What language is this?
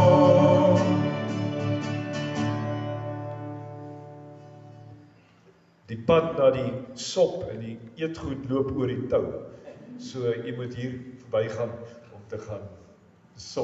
Afrikaans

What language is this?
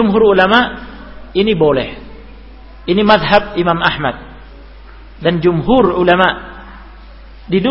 Indonesian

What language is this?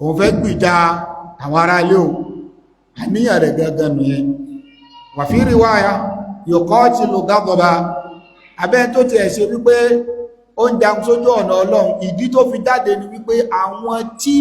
Yoruba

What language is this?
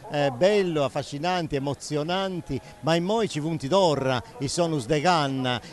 Sardinian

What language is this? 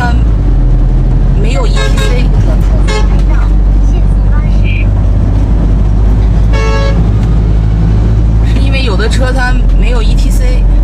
Chinese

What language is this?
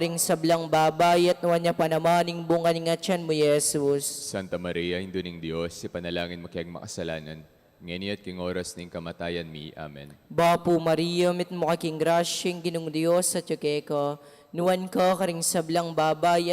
Pampanga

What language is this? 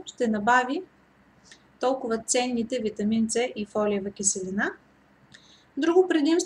Bulgarian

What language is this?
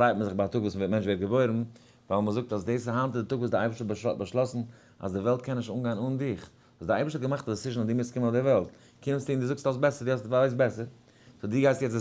Yiddish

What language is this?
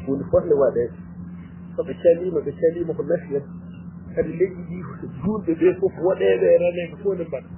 Fula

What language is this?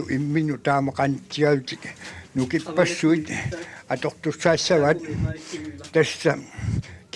Kalaallisut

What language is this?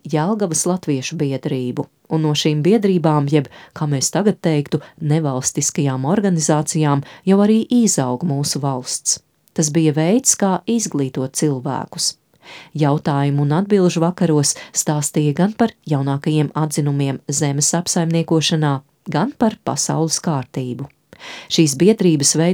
Latvian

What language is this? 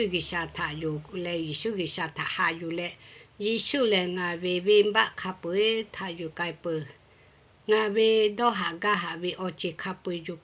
Lahu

